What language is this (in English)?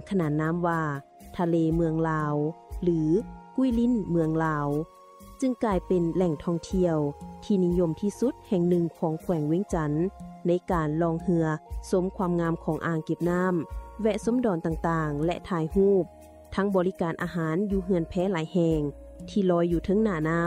Lao